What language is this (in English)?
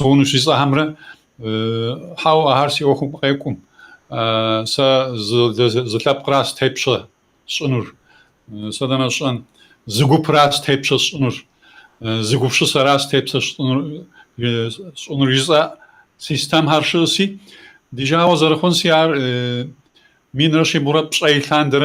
Kabardian